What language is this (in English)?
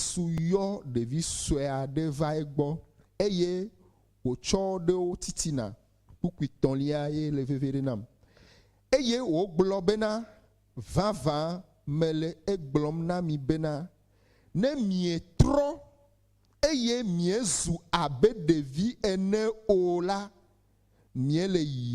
Ewe